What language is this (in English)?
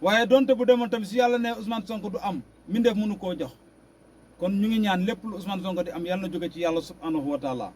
Wolof